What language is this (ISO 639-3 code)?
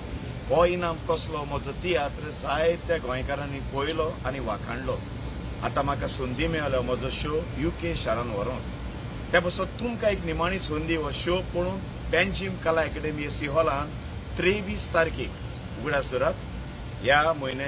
kok